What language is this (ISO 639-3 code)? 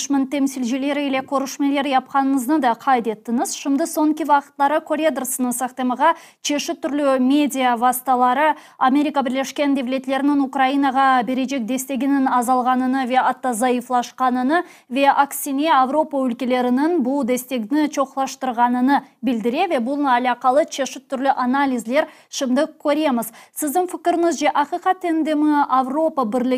crh